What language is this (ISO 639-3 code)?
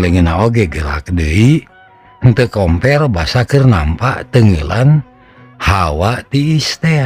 sun